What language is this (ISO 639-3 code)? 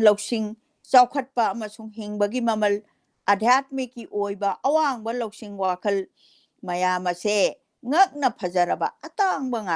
mni